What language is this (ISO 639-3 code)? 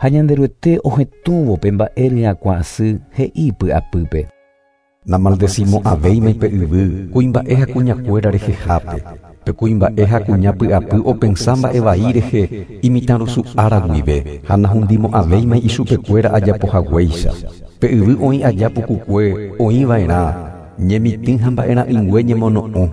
grn